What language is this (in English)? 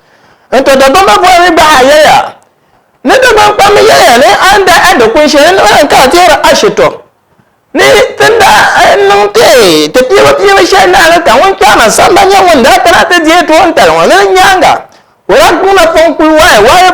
Dagbani